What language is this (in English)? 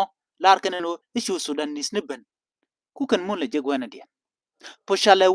Nuer